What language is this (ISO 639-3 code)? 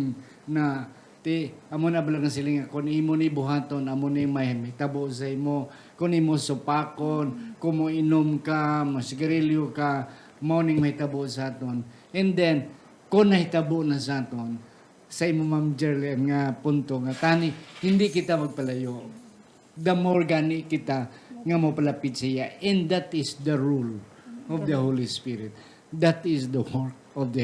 hil